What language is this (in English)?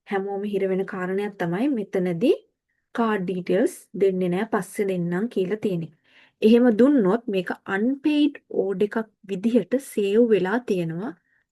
Sinhala